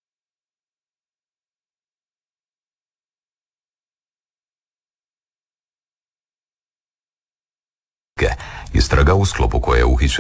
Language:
Croatian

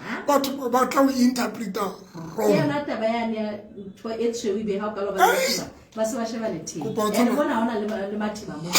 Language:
Southern Sotho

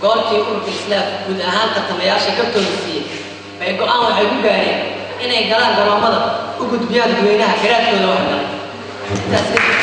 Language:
Somali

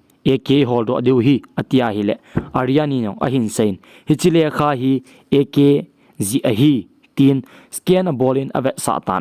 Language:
Thado Chin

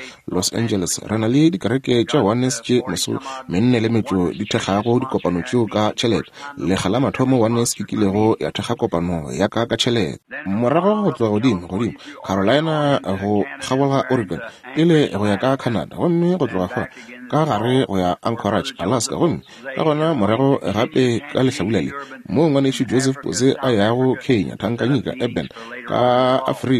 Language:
Northern Sotho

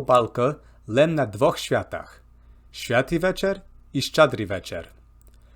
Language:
Rusyn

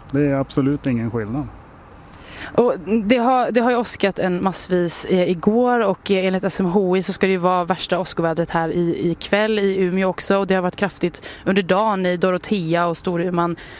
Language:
Swedish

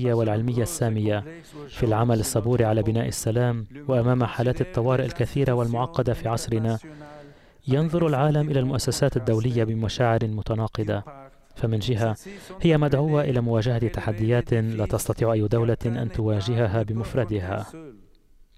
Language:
Arabic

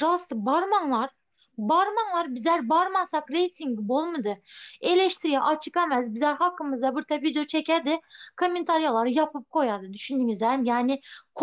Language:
Turkmen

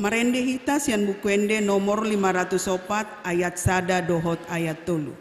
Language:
Batak Toba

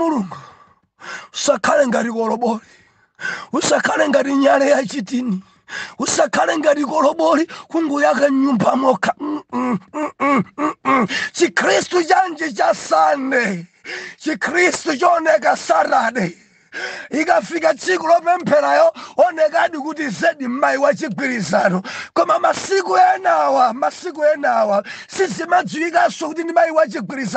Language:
Nyanja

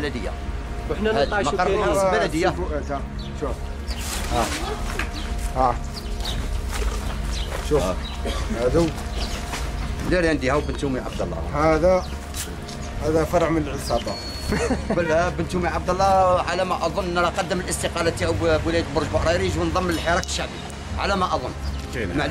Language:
Algerian Arabic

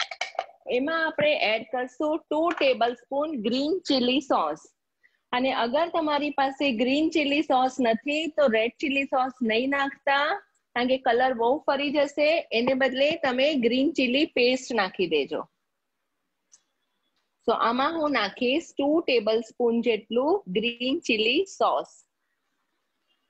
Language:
Gujarati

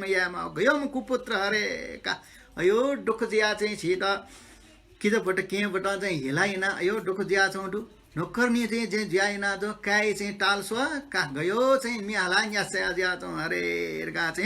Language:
Newari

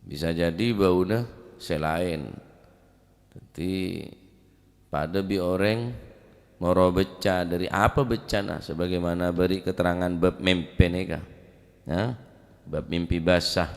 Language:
Madurese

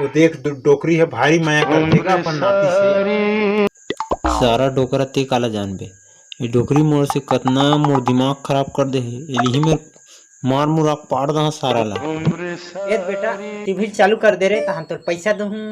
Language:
Chhattisgarhi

